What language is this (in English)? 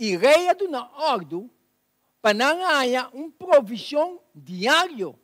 Papiamento